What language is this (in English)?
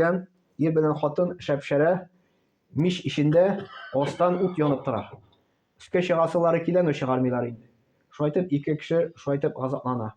Tatar